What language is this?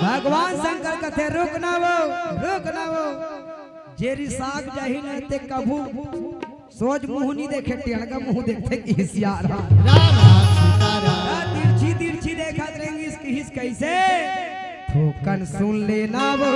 Chhattisgarhi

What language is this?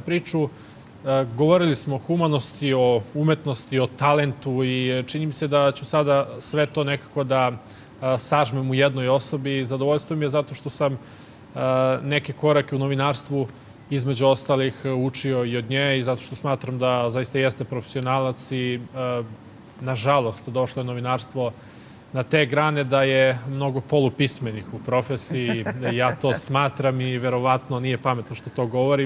Serbian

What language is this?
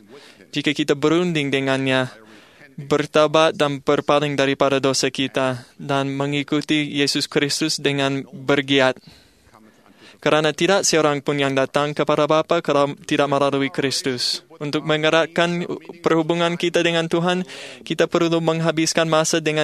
Malay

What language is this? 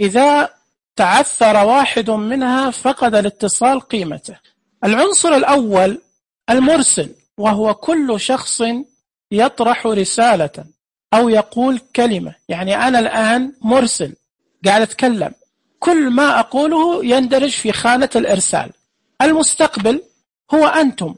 Najdi Arabic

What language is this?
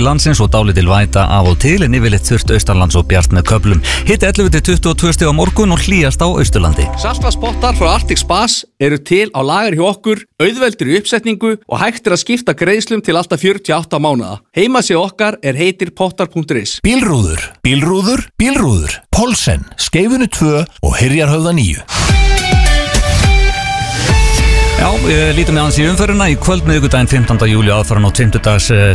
Icelandic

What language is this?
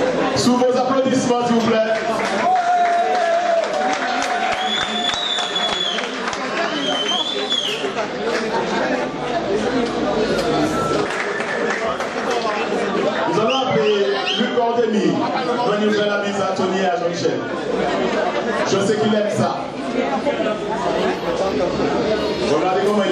French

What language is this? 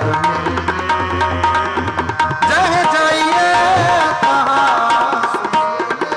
Punjabi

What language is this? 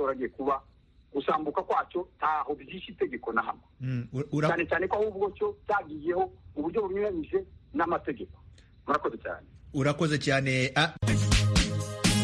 Kinyarwanda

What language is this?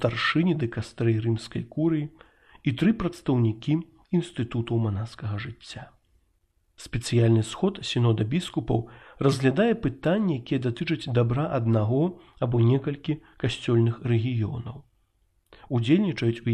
Belarusian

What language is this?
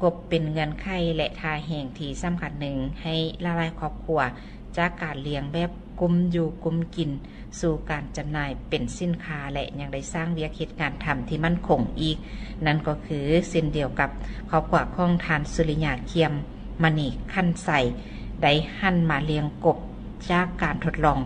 Lao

